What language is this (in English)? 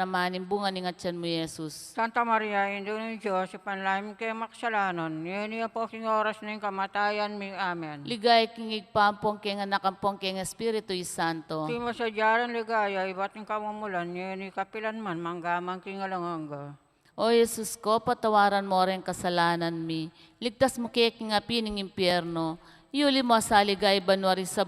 Pampanga